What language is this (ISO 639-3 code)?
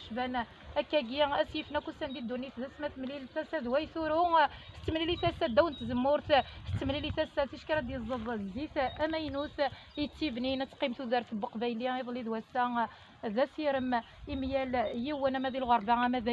kab